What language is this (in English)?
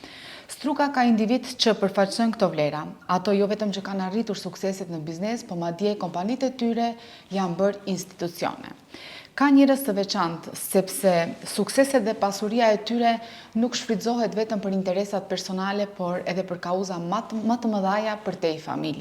Albanian